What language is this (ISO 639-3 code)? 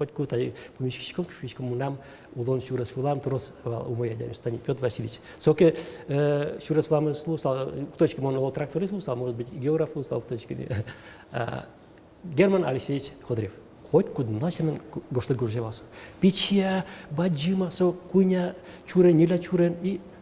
udm